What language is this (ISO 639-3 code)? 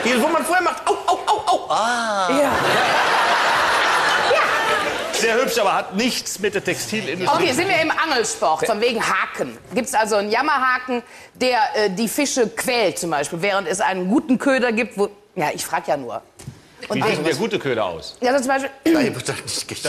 deu